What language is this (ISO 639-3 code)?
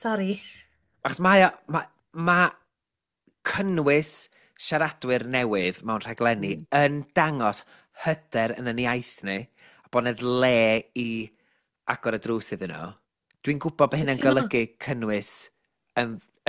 cym